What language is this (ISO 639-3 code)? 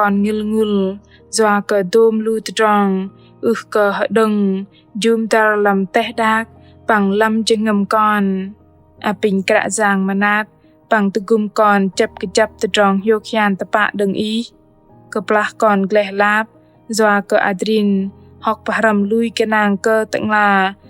bdq